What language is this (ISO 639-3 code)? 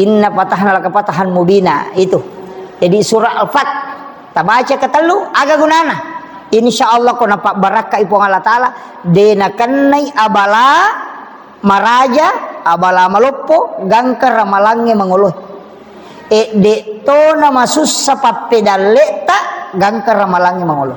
bug